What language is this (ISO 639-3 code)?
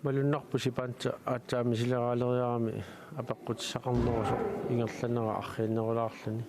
kal